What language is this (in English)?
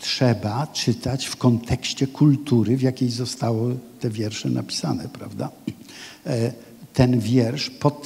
Polish